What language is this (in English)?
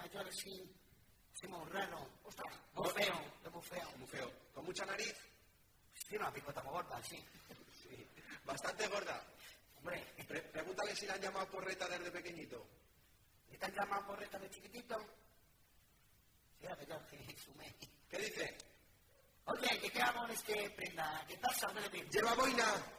Spanish